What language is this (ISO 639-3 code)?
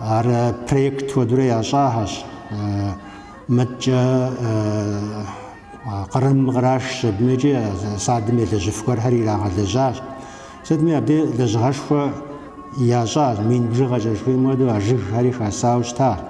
kbd